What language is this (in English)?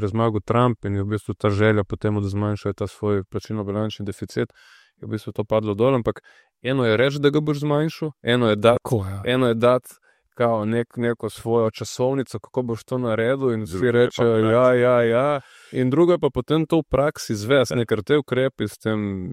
Slovenian